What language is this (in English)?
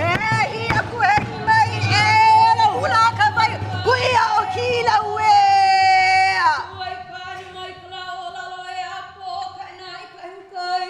Hawaiian